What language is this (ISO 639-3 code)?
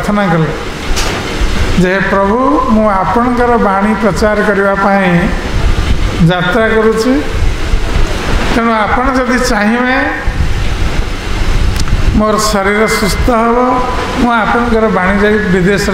ori